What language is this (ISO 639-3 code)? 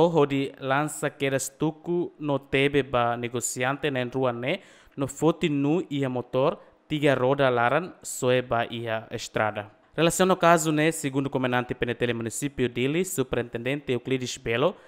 tet